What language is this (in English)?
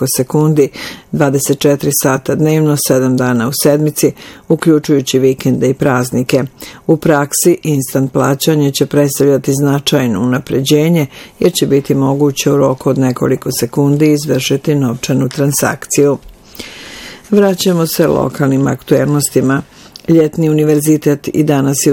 Bosnian